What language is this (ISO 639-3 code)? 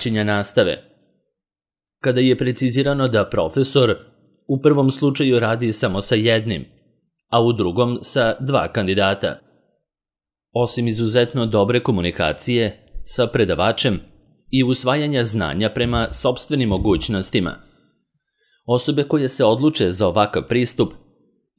srp